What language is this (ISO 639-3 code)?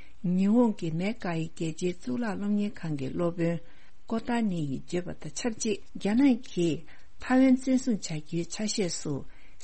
bod